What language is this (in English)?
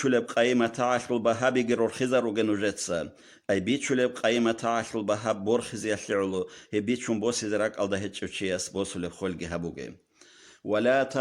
Avaric